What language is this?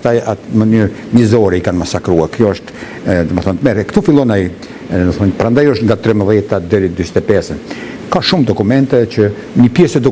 Albanian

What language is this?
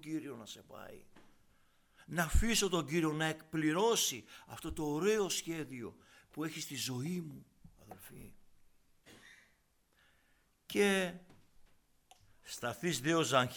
Greek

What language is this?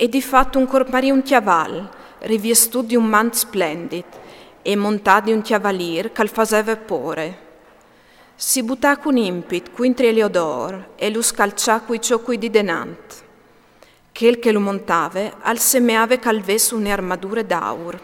Friulian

